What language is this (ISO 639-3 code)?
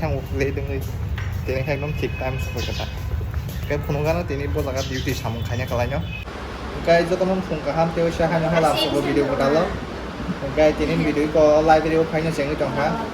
trp